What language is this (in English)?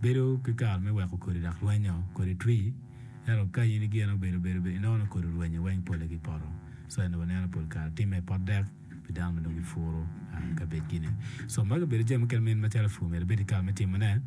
Acoli